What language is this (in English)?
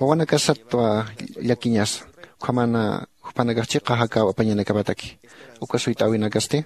Aymara